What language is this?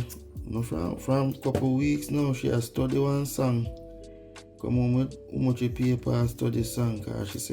Jamaican Creole English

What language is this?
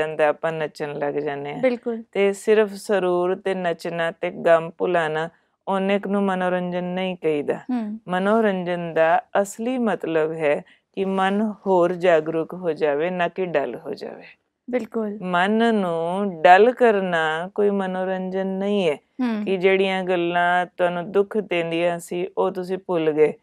Punjabi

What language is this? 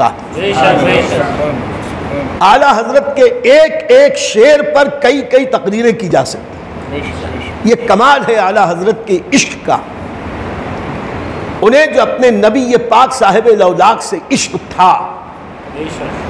Urdu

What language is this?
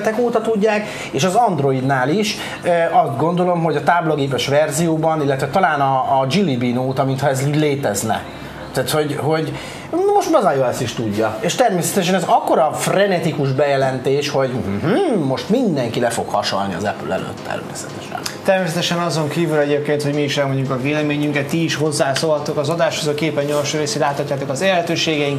Hungarian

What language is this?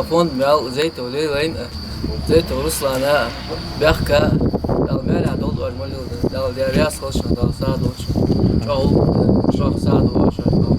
Ingush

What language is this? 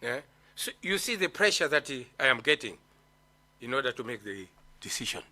Nyanja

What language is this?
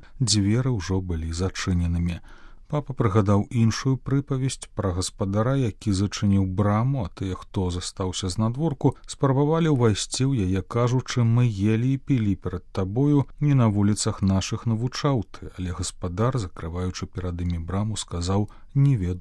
Belarusian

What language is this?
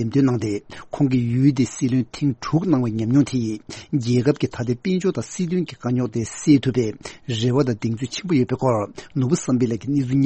Tibetan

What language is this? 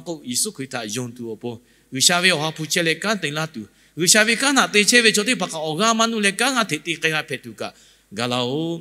Lahu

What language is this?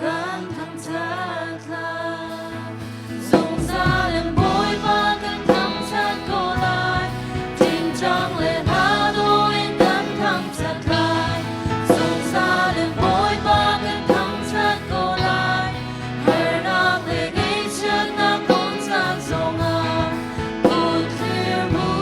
Falam Chin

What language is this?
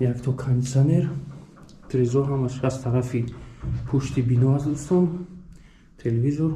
Tajik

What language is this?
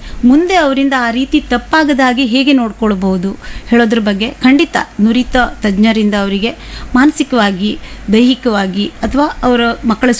Kannada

